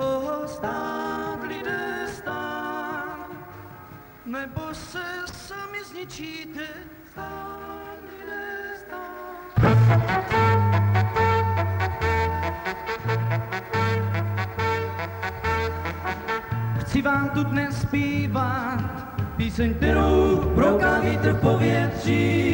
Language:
Czech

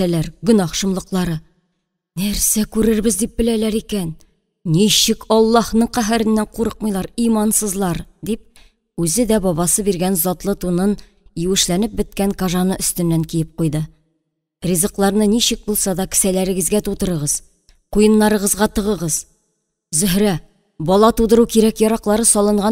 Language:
Tatar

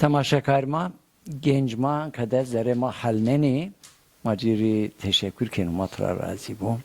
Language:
Zaza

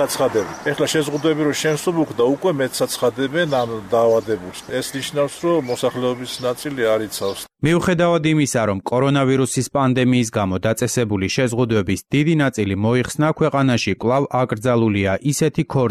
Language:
Georgian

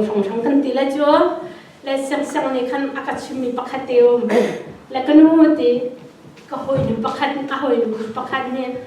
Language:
Hakha Chin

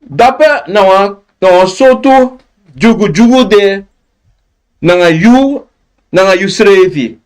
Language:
Sranan Tongo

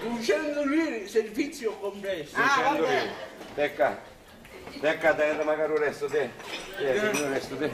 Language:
Sicilian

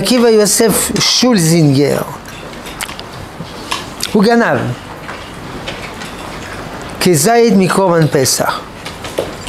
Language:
Hebrew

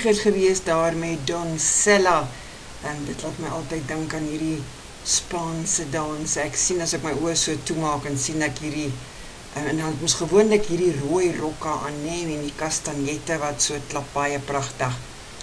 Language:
Afrikaans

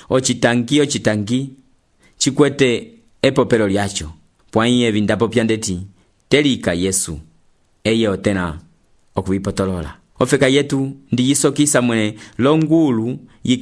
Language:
Umbundu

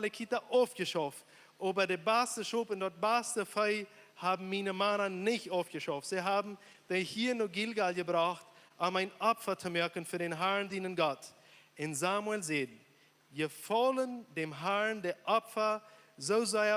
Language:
Plautdietsch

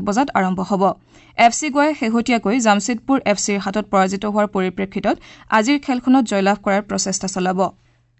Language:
Assamese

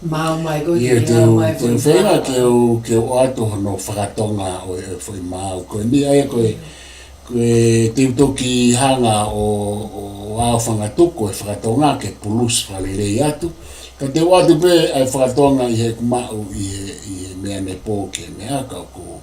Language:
Tongan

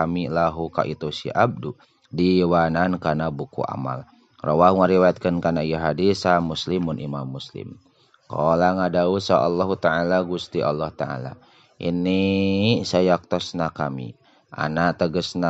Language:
Sundanese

